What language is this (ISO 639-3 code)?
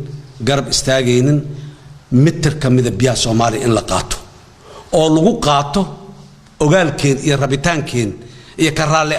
som